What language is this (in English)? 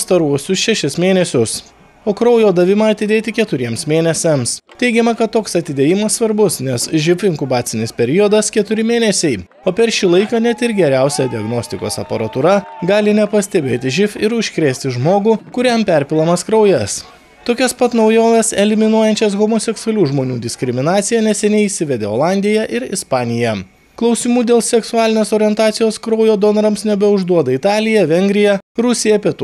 Lithuanian